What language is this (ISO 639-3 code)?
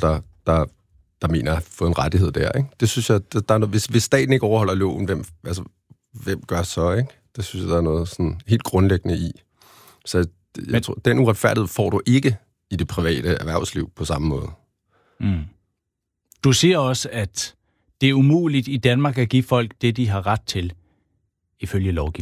dan